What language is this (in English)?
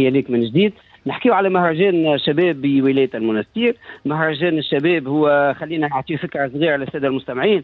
Tunisian Arabic